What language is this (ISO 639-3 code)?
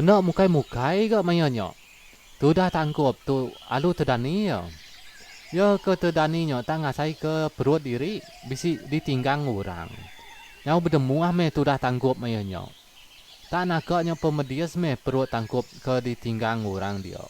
iba